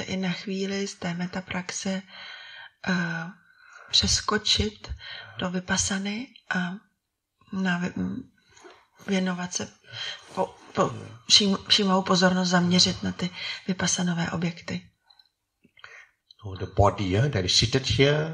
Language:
Czech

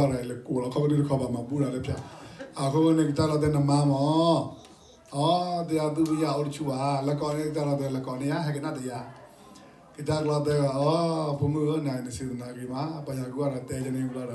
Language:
S'gaw Karen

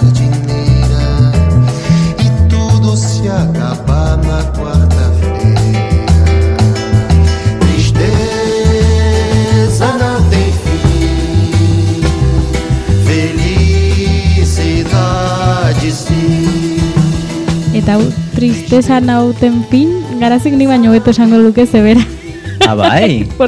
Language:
Basque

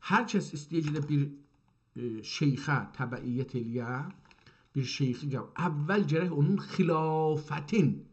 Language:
South Azerbaijani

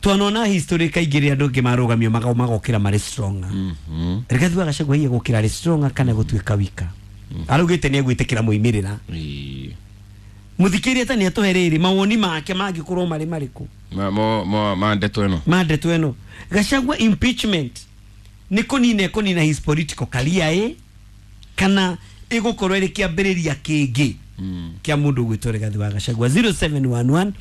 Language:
Kikuyu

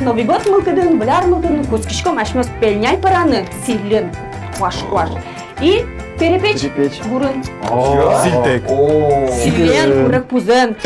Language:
Udmurt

